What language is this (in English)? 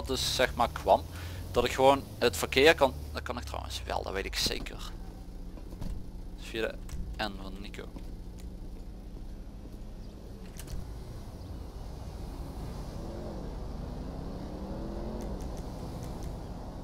Dutch